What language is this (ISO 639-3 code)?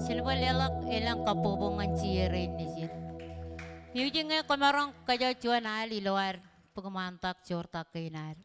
mah